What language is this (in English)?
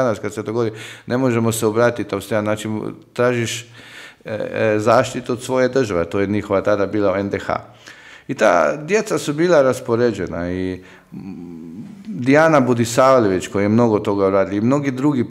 Croatian